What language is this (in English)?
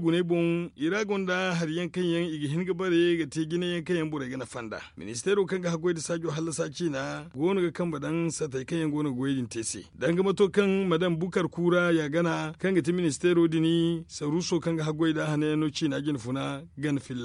Zarma